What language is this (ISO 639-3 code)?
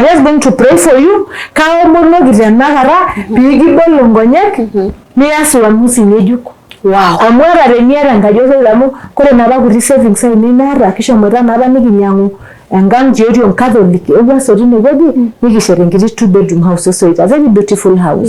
mas